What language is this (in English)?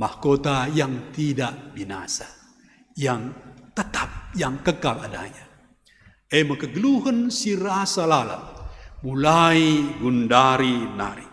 Batak Karo